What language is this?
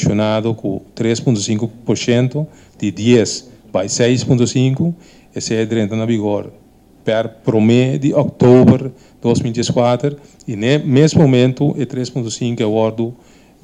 Papiamento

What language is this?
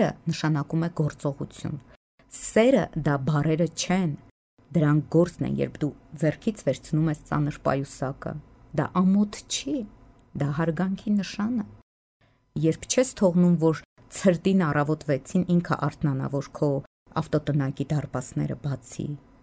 Armenian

